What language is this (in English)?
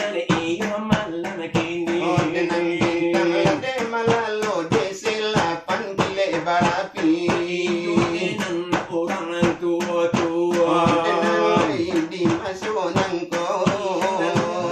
Minangkabau